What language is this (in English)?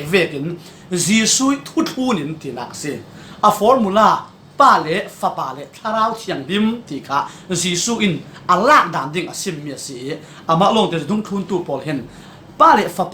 Falam Chin